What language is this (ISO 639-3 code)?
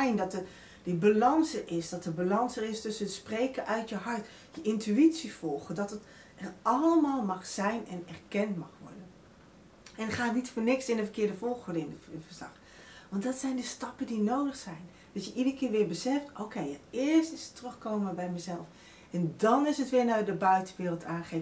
nld